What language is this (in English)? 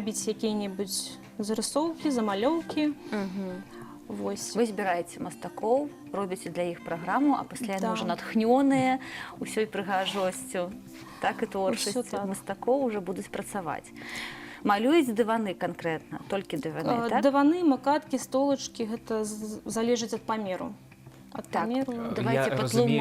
Belarusian